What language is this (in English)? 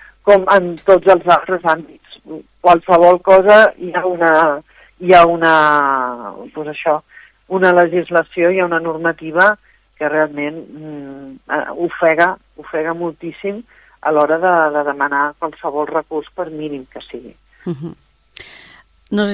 Catalan